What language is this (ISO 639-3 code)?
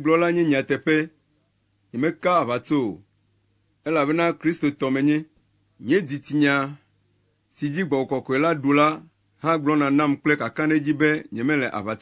ewe